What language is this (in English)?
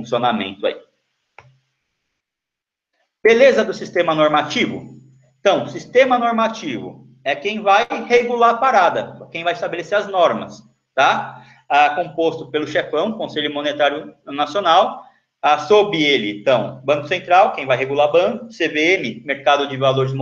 Portuguese